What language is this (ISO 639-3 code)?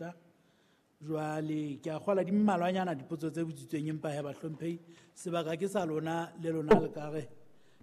sot